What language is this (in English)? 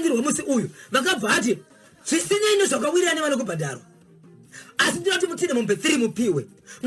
Shona